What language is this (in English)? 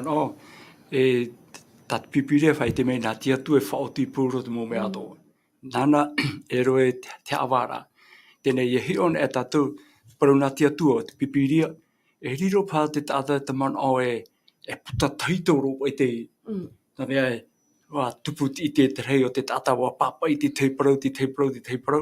Tahitian